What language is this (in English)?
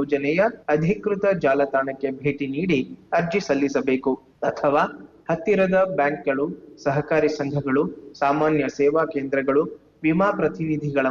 Kannada